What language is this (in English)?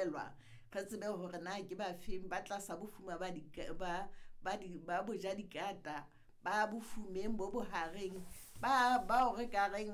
Southern Sotho